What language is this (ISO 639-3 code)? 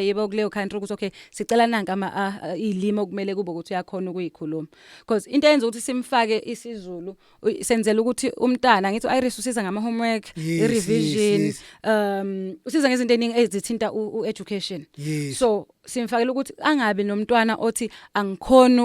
zul